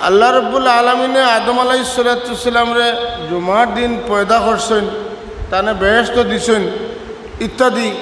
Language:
Sylheti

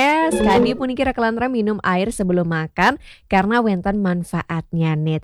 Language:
Balinese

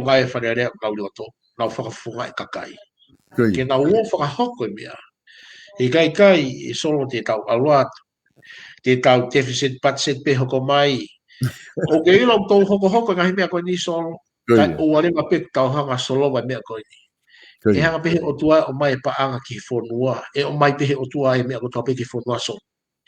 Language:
Tongan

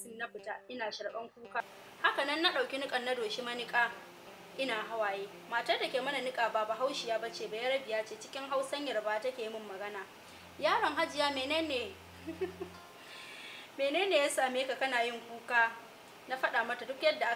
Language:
Hausa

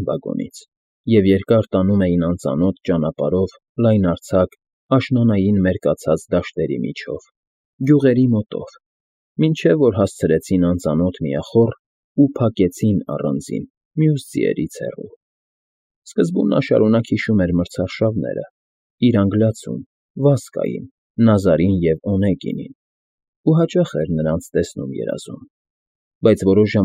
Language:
Armenian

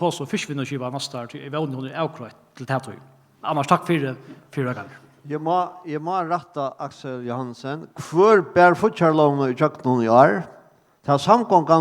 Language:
Faroese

